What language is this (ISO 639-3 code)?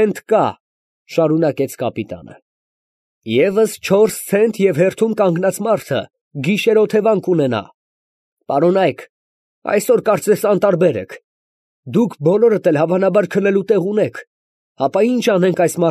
hye